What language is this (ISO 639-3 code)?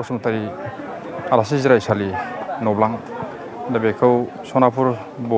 brx